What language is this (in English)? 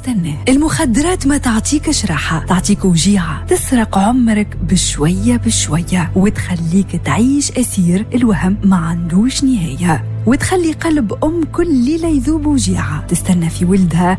Tunisian Arabic